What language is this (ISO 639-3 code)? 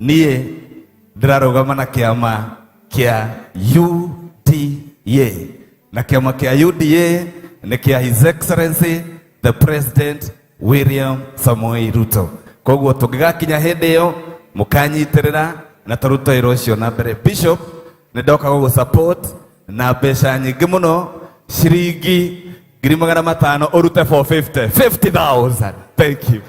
kik